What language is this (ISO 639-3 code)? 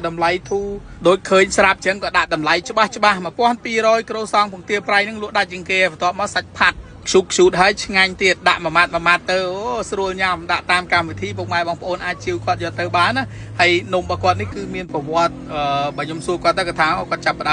khm